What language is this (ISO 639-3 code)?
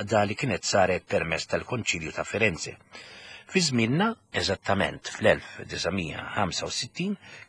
mlt